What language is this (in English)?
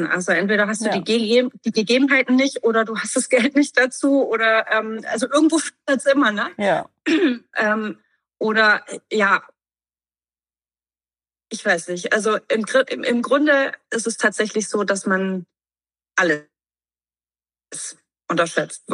German